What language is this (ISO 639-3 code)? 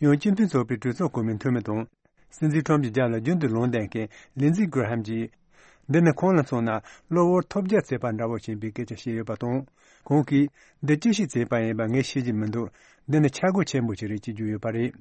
bod